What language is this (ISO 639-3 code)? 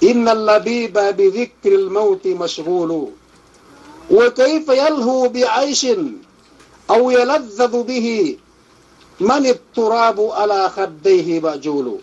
yka